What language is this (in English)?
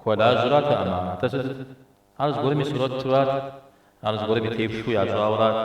Kabardian